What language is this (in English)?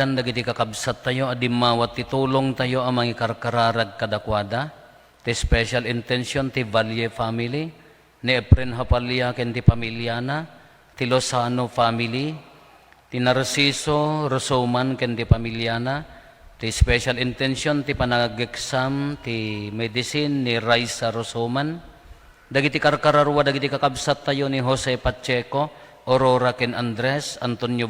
Iloko